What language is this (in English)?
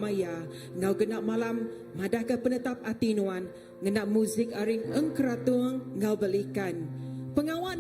Iban